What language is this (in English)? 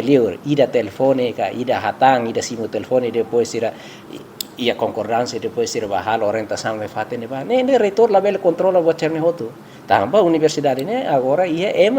Tetum